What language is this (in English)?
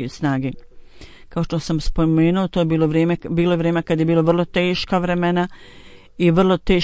Bosnian